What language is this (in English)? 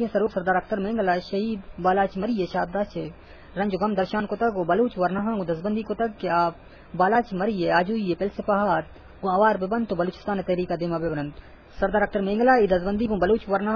Eastern Balochi